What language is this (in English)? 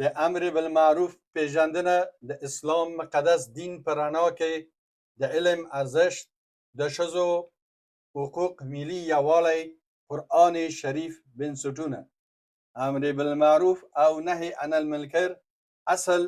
Pashto